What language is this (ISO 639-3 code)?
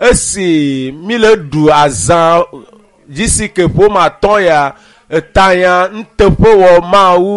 ewe